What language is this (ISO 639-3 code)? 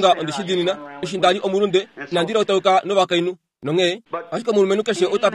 kua